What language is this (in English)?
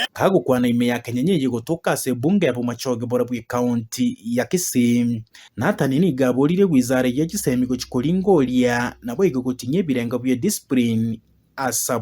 Gusii